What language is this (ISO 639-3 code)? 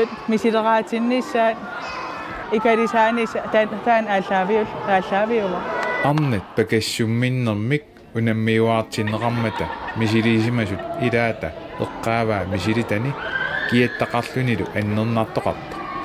kal